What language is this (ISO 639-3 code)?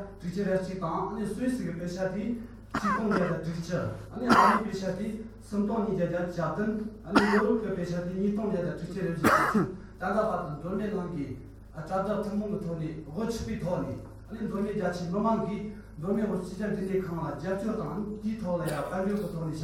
bod